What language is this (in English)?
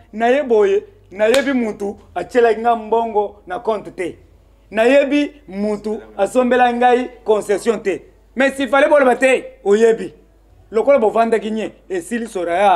Lingala